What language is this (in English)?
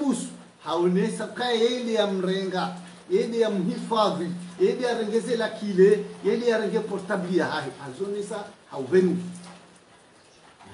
Swahili